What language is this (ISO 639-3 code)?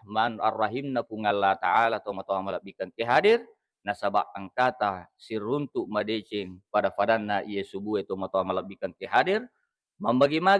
bug